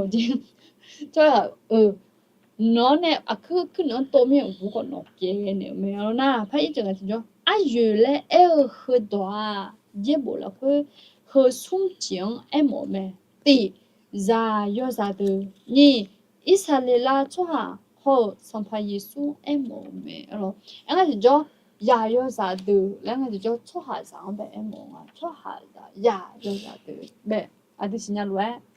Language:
Akha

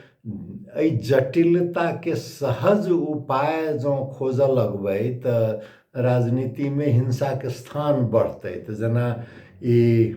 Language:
Maithili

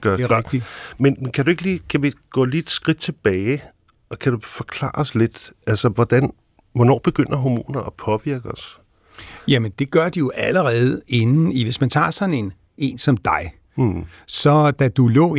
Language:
Danish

